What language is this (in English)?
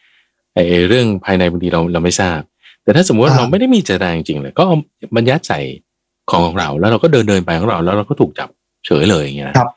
Thai